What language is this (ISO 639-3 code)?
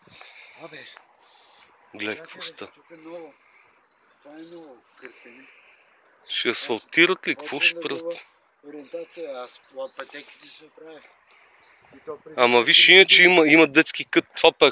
bul